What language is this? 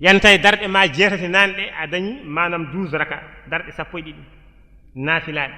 Fula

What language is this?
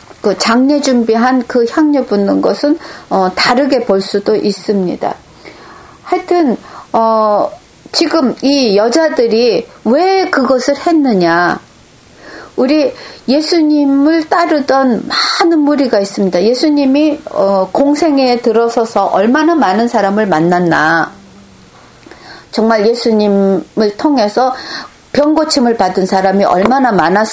Korean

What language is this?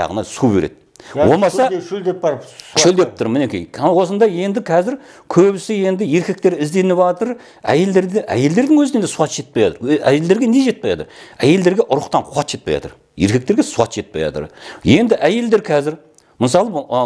Kazakh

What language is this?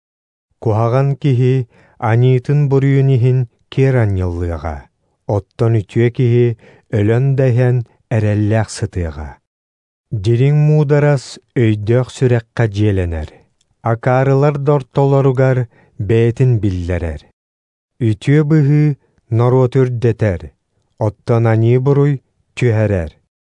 Yakut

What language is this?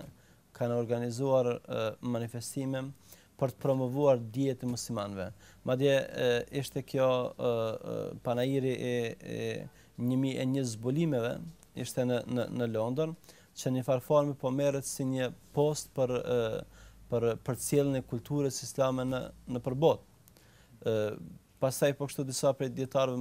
Albanian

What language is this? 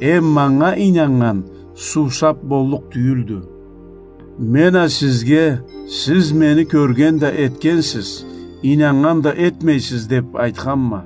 Karachay-Balkar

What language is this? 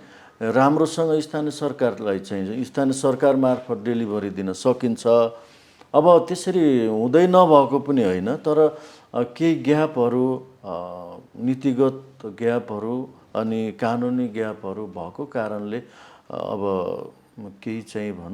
Nepali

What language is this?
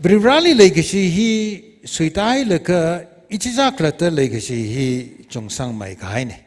Tangkhul Naga (India)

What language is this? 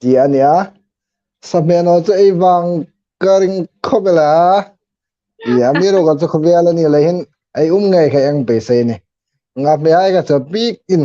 Hmar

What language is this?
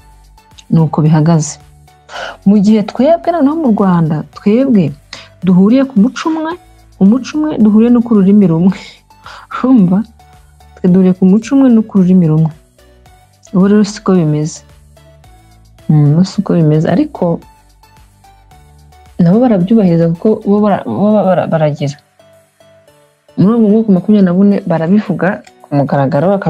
Kinyarwanda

